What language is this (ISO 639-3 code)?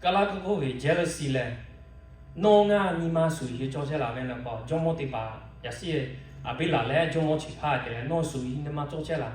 lhu